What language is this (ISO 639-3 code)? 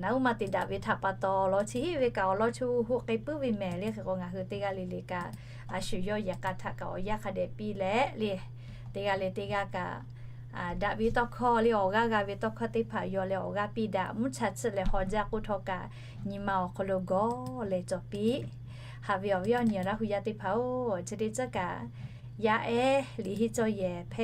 lhu